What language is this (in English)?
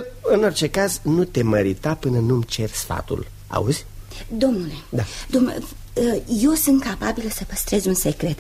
Romanian